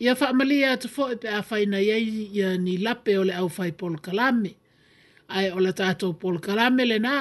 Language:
Samoan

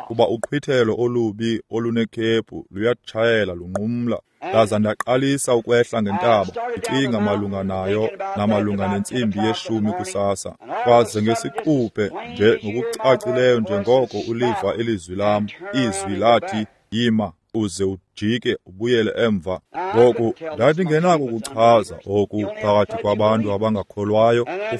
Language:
Xhosa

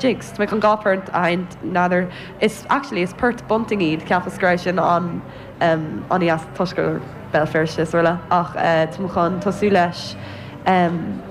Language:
Irish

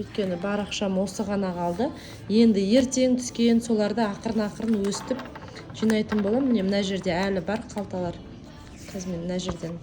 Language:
Kazakh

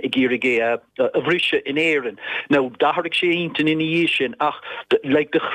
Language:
Irish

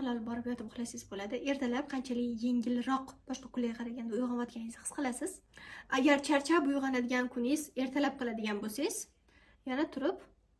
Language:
Uzbek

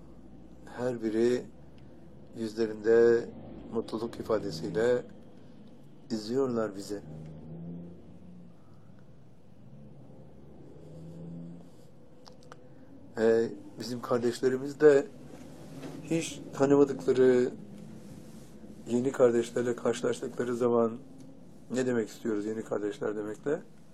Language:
Turkish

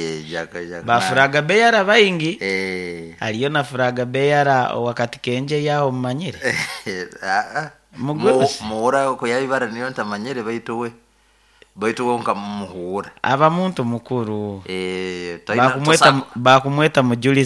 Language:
Nyoro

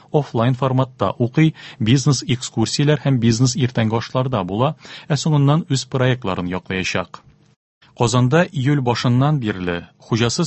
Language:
Tatar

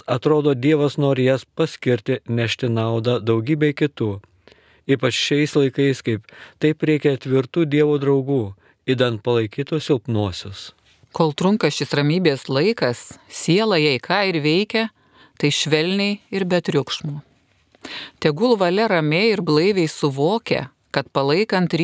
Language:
Lithuanian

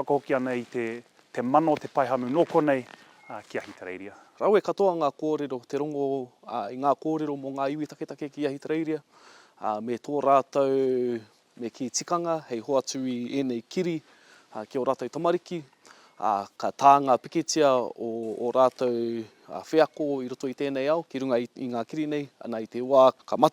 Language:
Māori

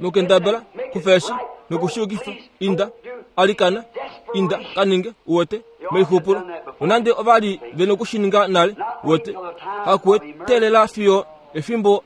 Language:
Kuanyama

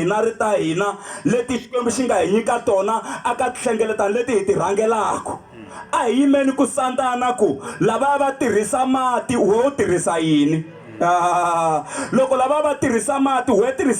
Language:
Tsonga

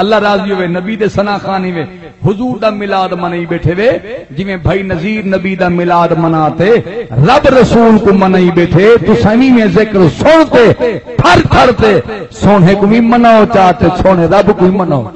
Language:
Saraiki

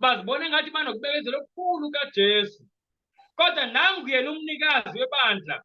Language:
Zulu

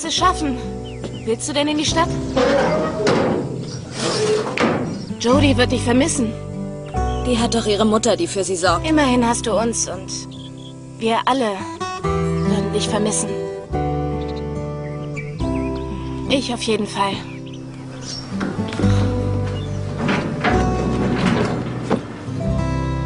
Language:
German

